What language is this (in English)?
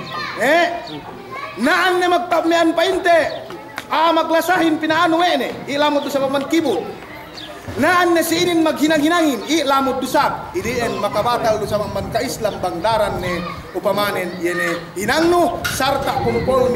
Yakan